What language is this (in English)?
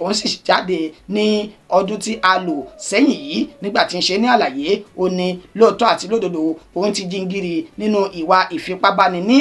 Yoruba